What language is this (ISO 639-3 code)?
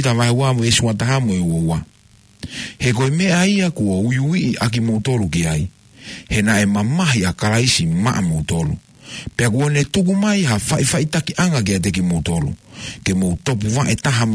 ton